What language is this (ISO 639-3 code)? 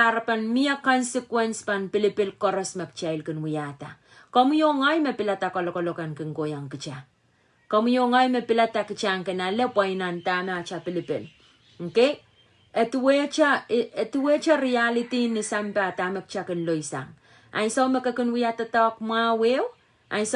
pon